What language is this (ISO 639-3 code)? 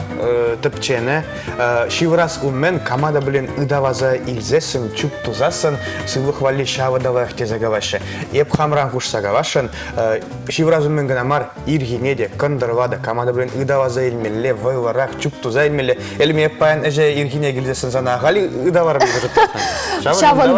chv